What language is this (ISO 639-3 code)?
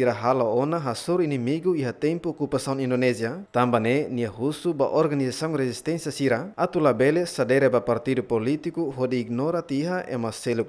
tet